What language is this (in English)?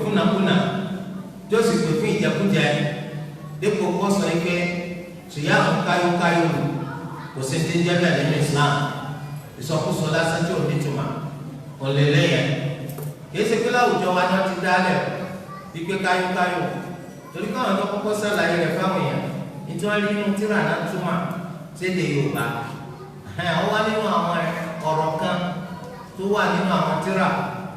Yoruba